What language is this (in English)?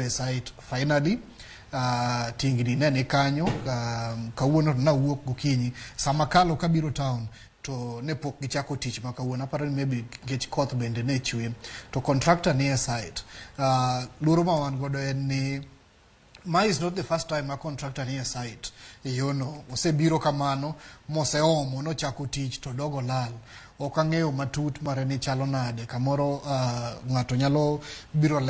Luo (Kenya and Tanzania)